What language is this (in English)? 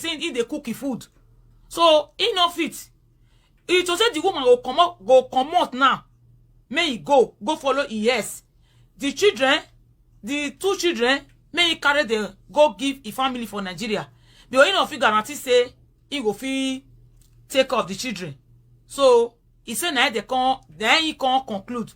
Nigerian Pidgin